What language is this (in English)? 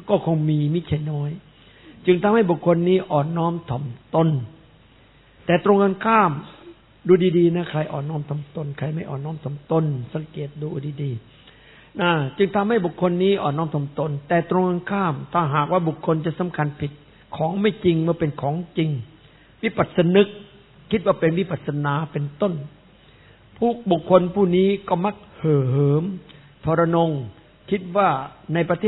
Thai